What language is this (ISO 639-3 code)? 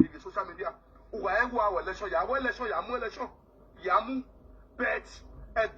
pcm